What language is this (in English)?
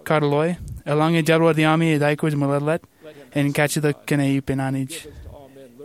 Marshallese